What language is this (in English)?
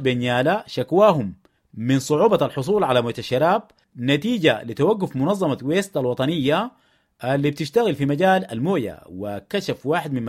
Sudanese Arabic